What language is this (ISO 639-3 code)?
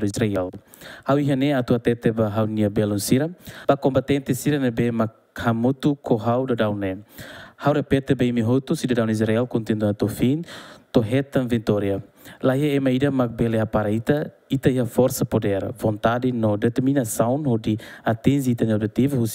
tet